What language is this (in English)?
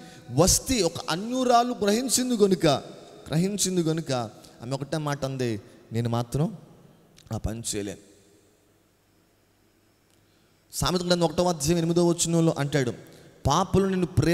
Telugu